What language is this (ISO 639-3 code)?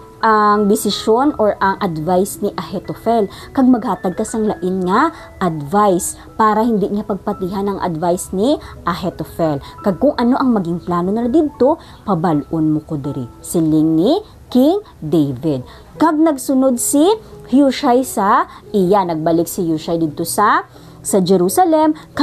hil